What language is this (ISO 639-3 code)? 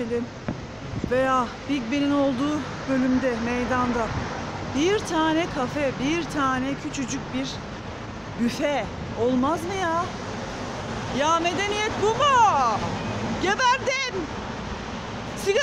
tur